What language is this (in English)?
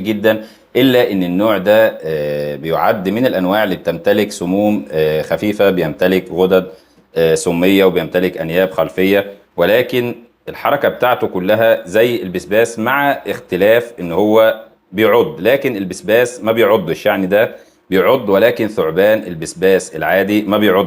Egyptian Arabic